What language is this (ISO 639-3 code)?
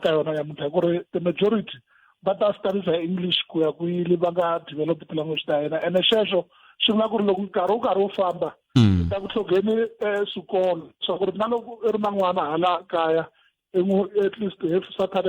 tso